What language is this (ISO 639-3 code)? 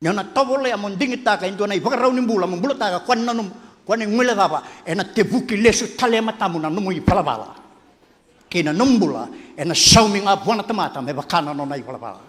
fij